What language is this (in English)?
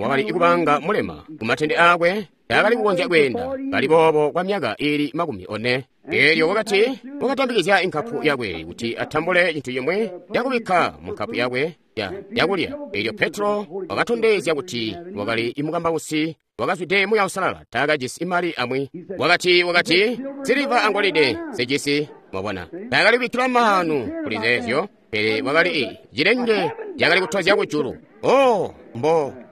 Tonga (Zambia)